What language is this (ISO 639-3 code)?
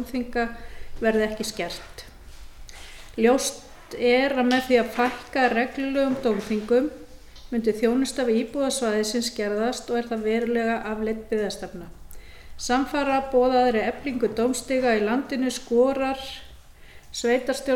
isl